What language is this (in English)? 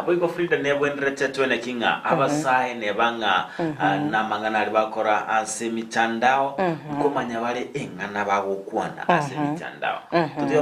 Gusii